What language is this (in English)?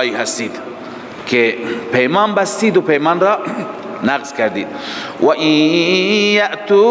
Persian